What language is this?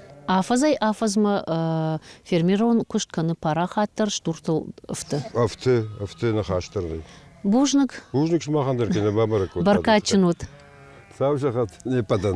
Ossetic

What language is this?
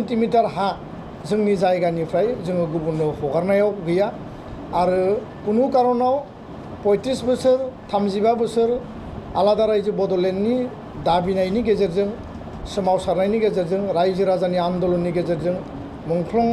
Bodo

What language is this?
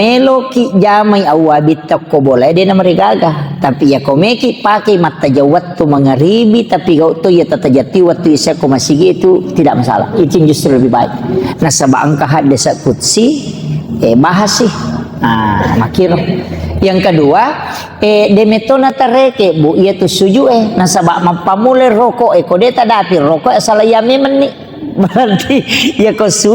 Buginese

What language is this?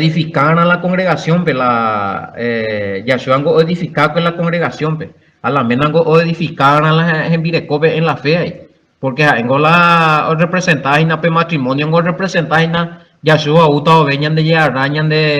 Guarani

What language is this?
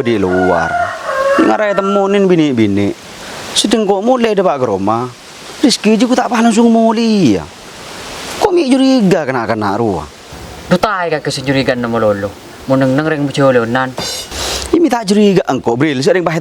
Madurese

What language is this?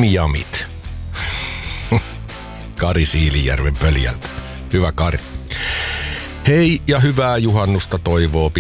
Finnish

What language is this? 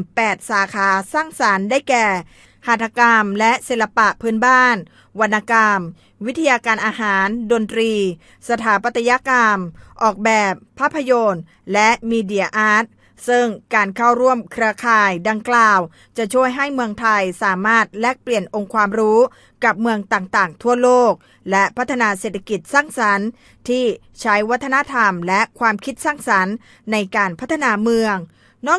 Lao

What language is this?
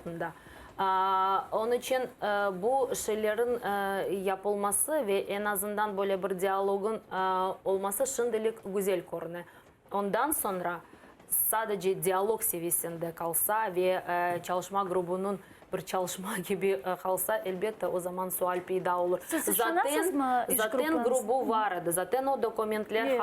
Crimean Tatar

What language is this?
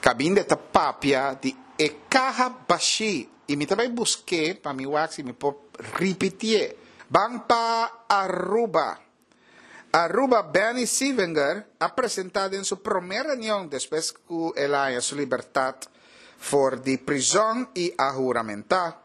Papiamento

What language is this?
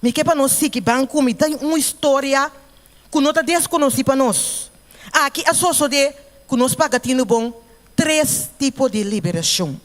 Papiamento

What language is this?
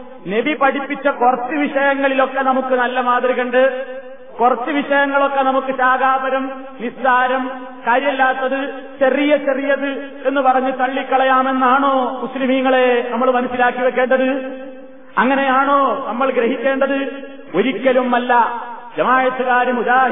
Malayalam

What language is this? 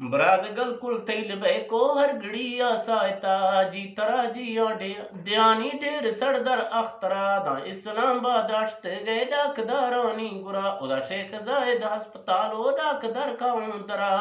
Eastern Balochi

